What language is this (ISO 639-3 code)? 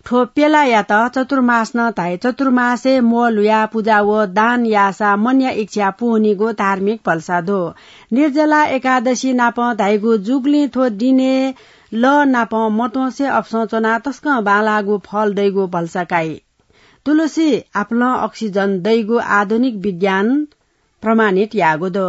new